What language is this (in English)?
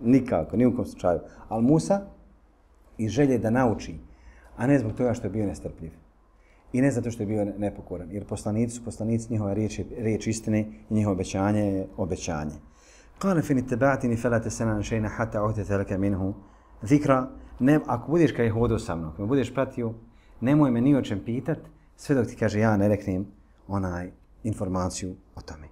Bosnian